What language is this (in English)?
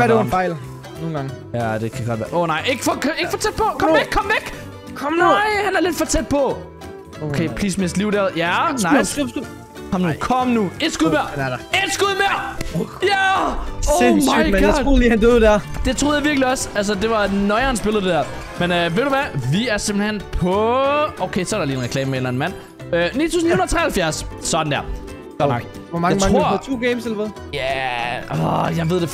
Danish